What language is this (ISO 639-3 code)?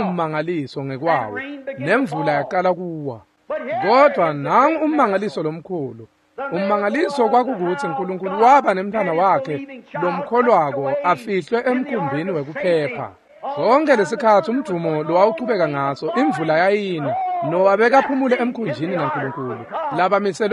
ssw